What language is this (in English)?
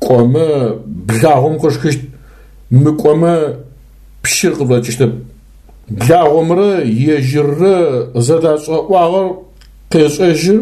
Adyghe